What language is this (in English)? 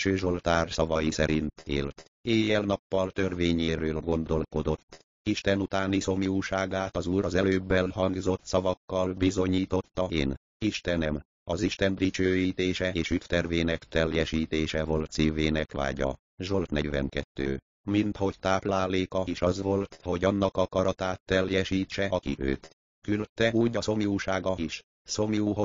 Hungarian